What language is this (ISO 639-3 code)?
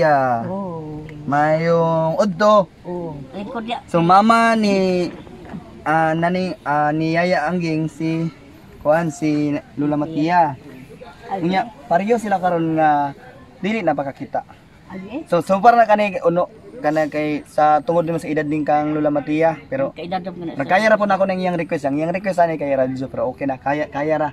ceb